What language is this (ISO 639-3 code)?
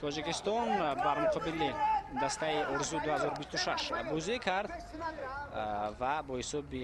tgk